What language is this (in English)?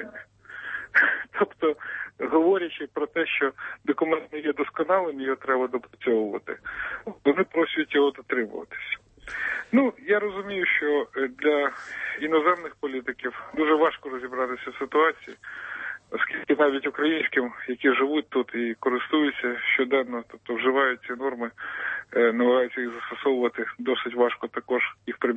Ukrainian